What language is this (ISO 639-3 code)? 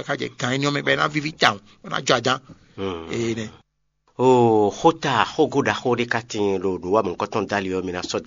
fon